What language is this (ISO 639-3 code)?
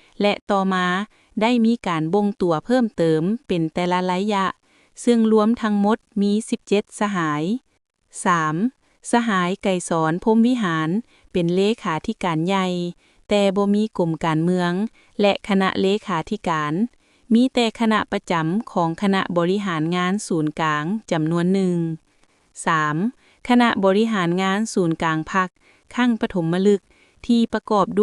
lao